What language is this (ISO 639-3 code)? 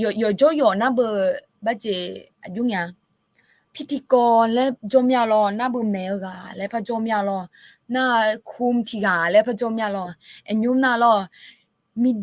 ahk